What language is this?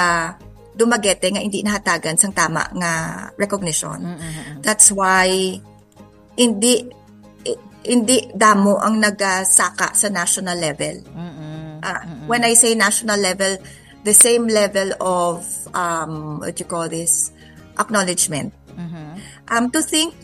Hiligaynon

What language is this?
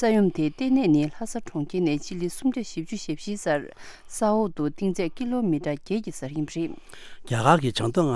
Tibetan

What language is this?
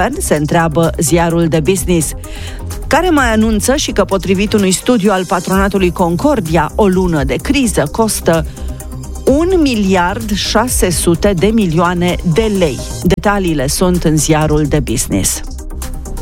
Romanian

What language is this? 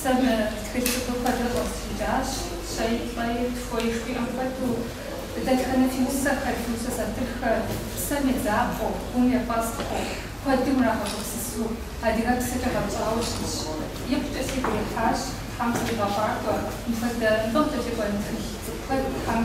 Kabardian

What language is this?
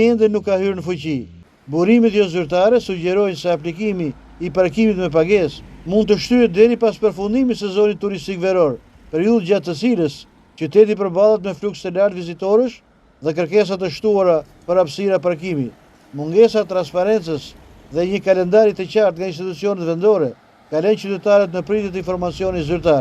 Albanian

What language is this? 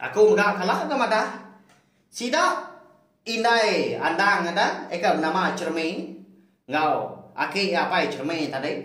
Iban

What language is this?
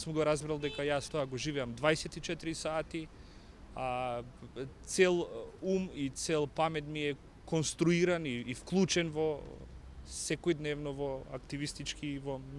Macedonian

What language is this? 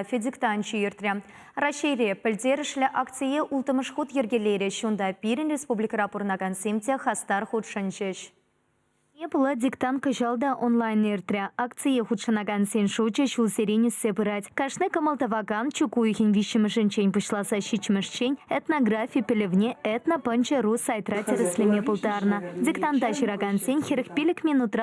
Chuvash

